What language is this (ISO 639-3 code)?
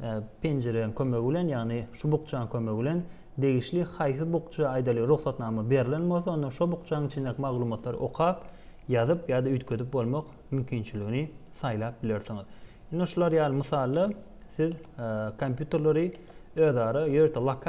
tuk